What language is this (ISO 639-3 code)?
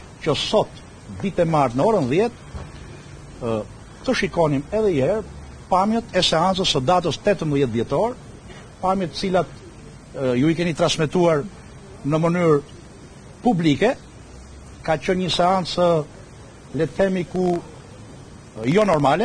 sqi